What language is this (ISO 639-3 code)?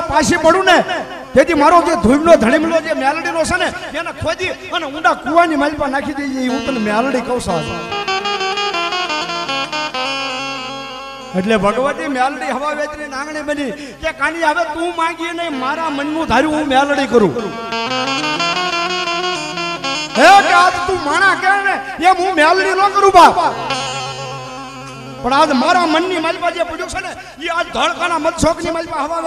guj